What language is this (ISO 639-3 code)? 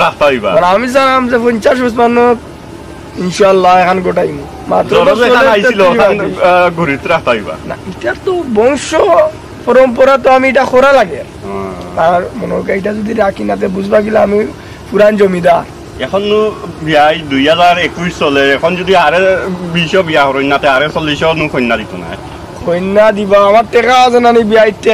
syl